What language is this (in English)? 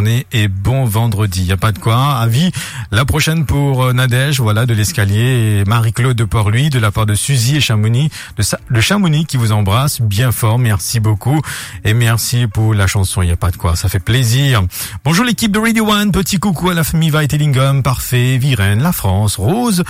Morisyen